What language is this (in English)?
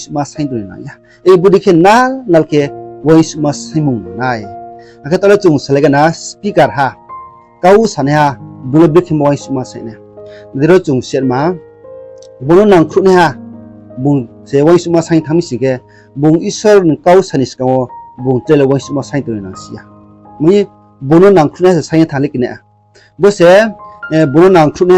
Riang (India)